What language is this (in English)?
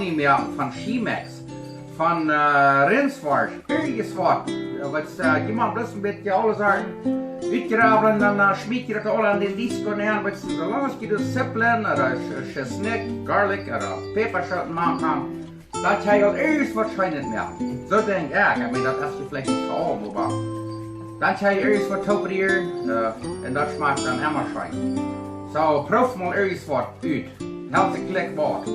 Plautdietsch